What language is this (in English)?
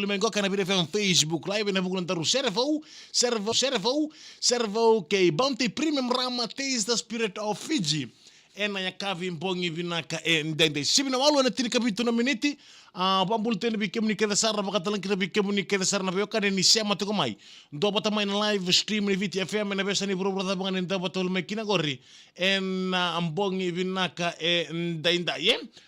Fijian